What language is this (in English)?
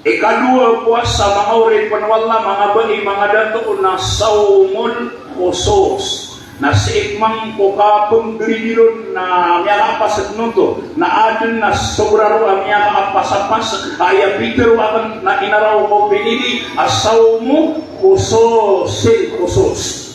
Maranao